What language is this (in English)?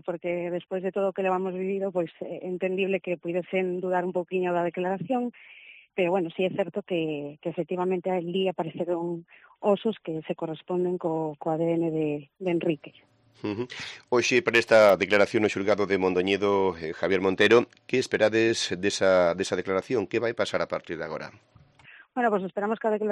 Galician